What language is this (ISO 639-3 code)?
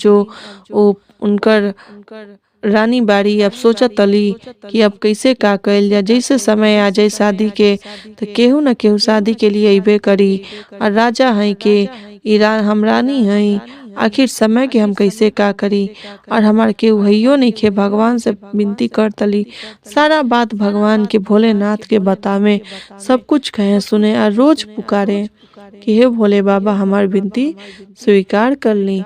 bho